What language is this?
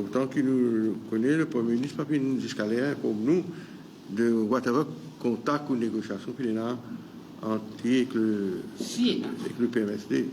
Morisyen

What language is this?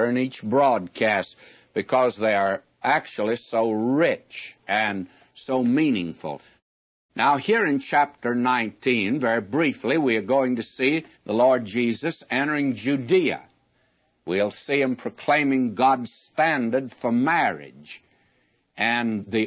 English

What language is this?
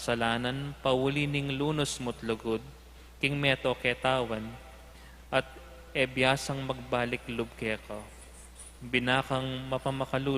Pampanga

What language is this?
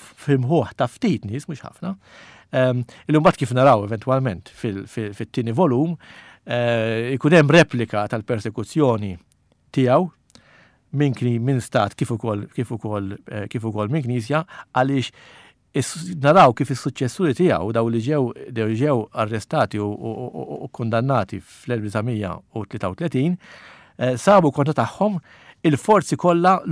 Maltese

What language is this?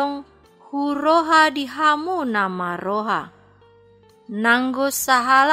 Batak Toba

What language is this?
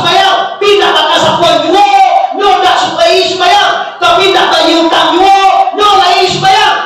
Minangkabau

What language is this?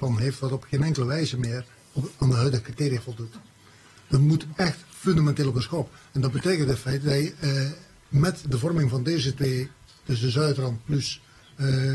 Dutch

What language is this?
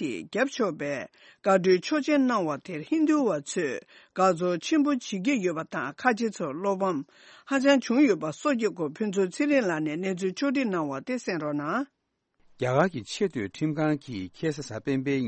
Tibetan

